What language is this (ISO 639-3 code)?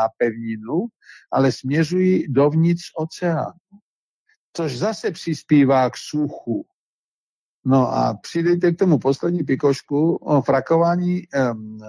ces